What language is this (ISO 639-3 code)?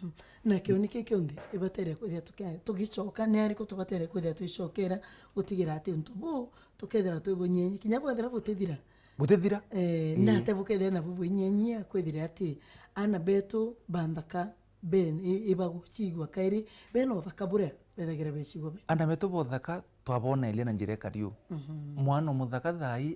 mer